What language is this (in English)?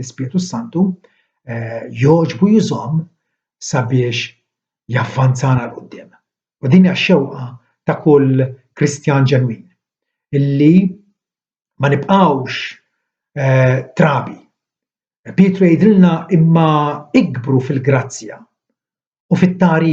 Maltese